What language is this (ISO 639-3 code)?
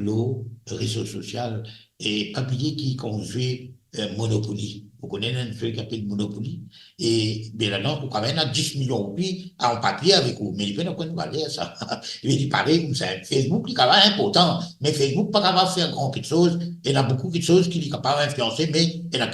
mfe